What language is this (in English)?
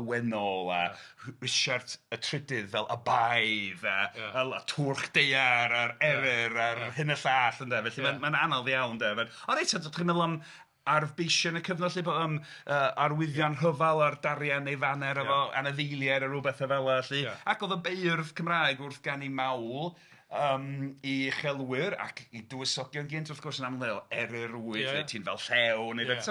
Welsh